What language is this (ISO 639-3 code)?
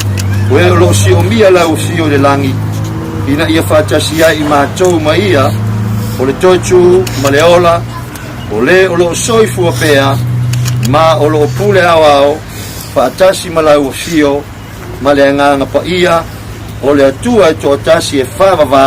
smo